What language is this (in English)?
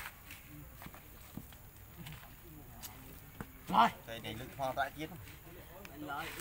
Vietnamese